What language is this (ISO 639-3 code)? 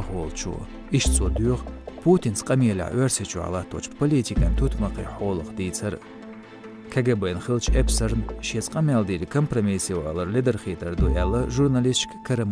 che